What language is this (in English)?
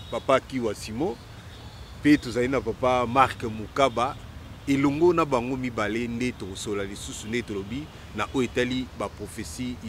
Lingala